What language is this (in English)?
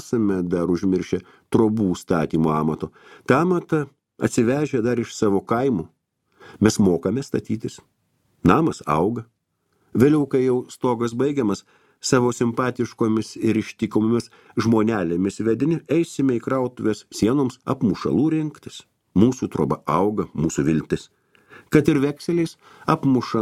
Lithuanian